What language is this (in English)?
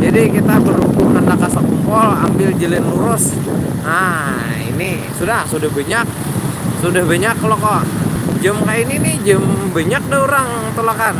Banjar